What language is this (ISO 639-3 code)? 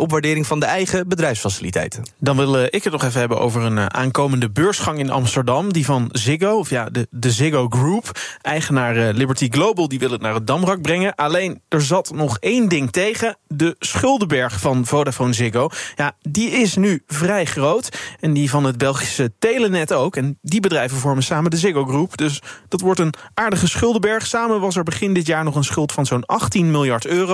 nld